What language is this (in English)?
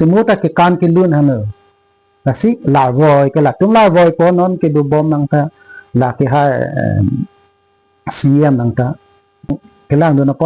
Karbi